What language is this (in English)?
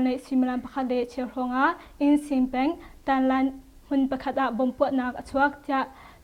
Hakha Chin